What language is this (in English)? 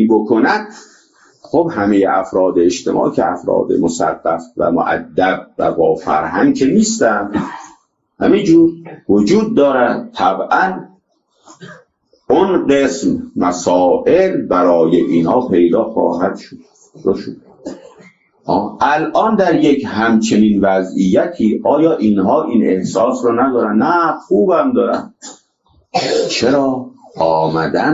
Persian